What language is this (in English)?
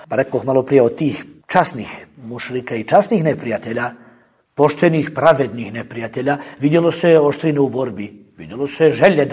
Bosnian